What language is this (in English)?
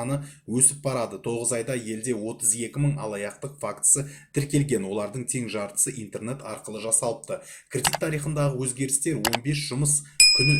Kazakh